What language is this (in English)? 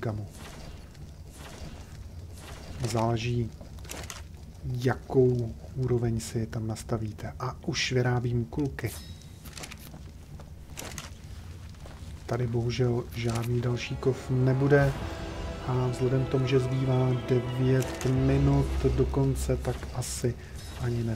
Czech